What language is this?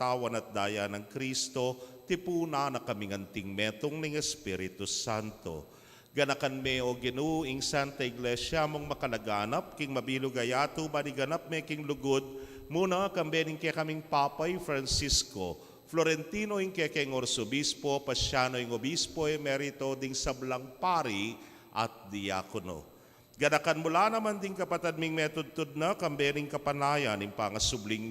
Pampanga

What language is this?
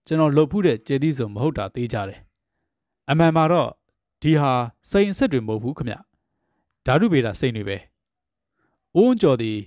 Burmese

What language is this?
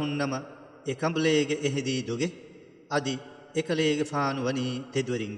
Divehi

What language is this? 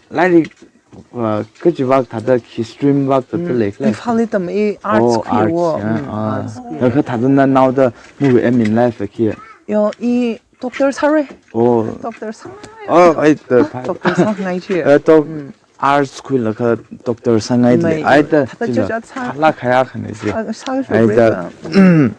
Tangkhul Naga (India)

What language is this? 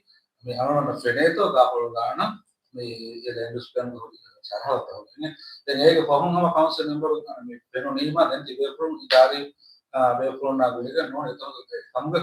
Divehi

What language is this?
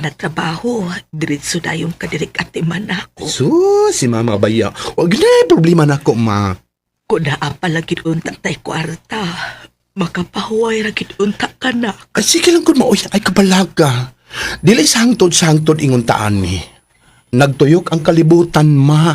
Cebuano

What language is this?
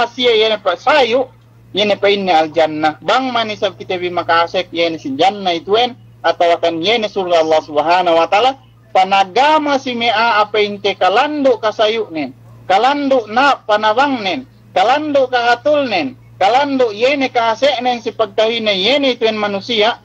Yakan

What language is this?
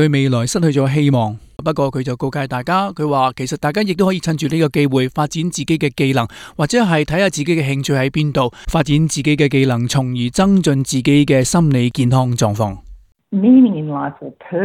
Cantonese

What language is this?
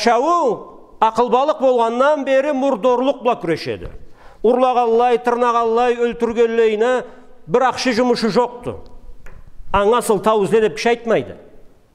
Karachay-Balkar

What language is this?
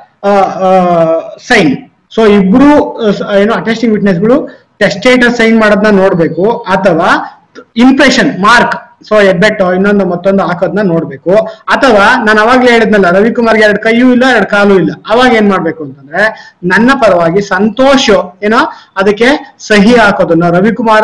Kannada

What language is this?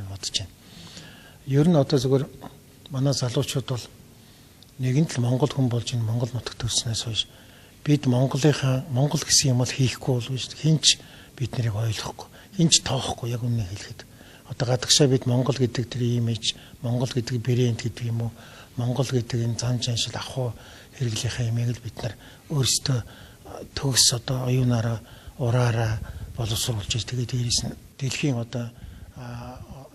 Mongolian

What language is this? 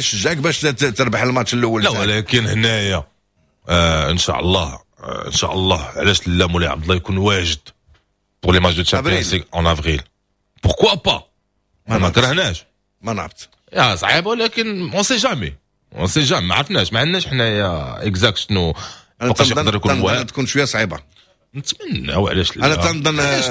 Moroccan Arabic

